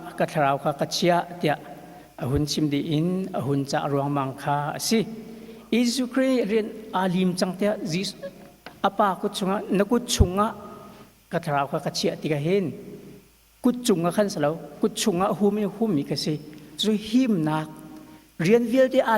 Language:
Hakha Chin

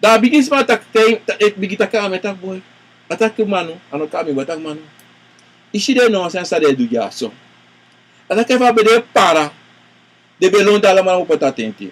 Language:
Sranan Tongo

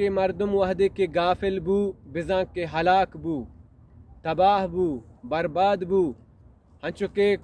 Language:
Baluchi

